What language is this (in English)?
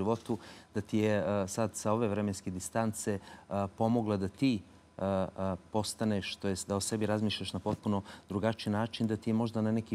Croatian